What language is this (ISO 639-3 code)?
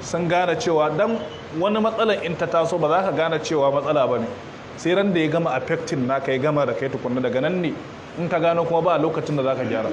hau